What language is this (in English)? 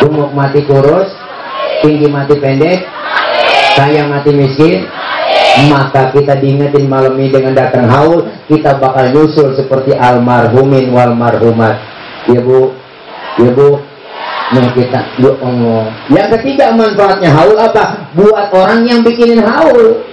Betawi